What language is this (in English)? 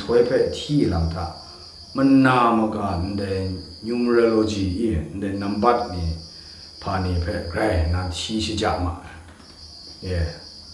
Kachin